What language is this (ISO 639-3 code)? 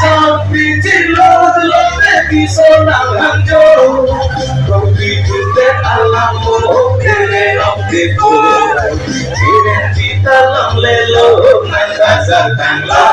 mjw